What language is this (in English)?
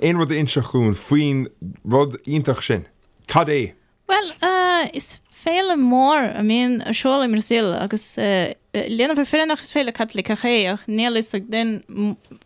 Irish